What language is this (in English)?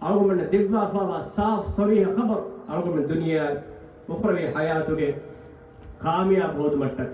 Divehi